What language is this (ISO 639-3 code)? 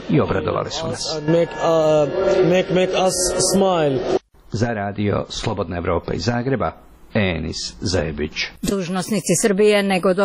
hrv